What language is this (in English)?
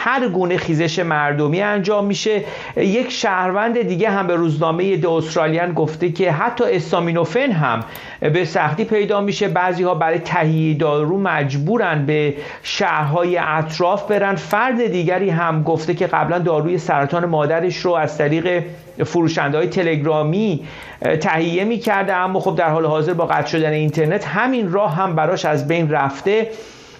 Persian